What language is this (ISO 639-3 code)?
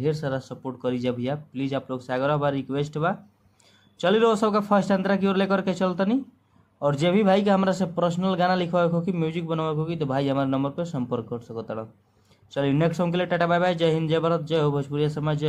bho